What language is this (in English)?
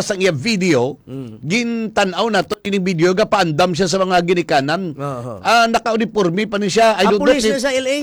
Hiligaynon